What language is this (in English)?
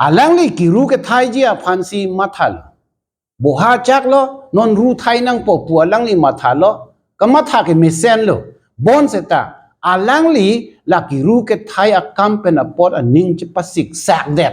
Karbi